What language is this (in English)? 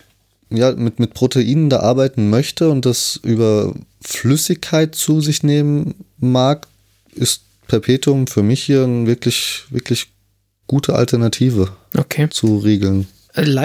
German